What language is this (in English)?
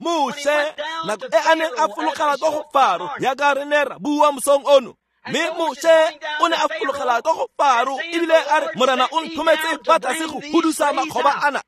Tswana